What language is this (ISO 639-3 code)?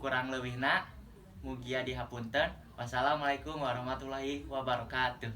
sun